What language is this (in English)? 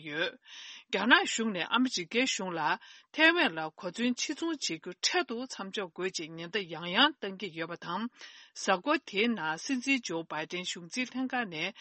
Tibetan